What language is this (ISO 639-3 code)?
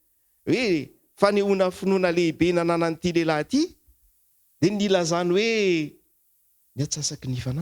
mlg